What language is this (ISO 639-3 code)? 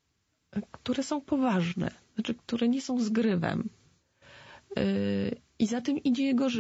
pol